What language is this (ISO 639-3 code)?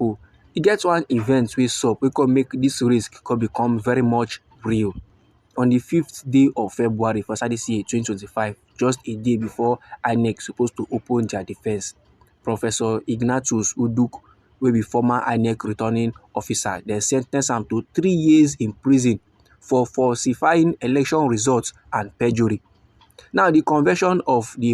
pcm